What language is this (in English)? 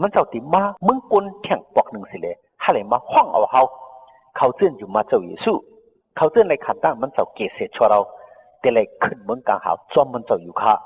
Shan